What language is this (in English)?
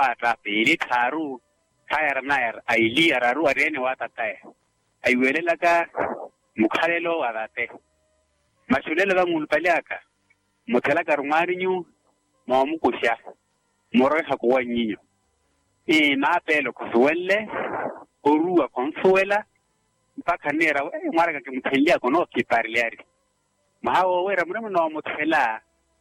Makhuwa